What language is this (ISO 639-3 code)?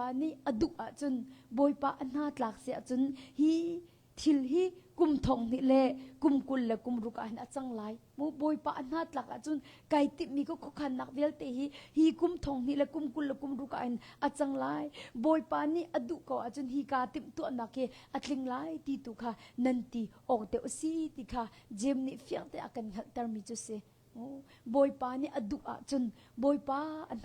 cnh